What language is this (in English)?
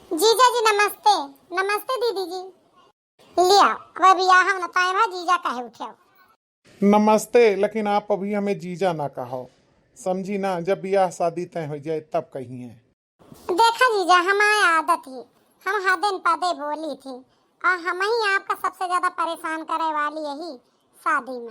Awadhi